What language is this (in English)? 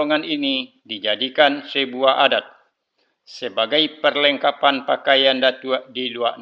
Minangkabau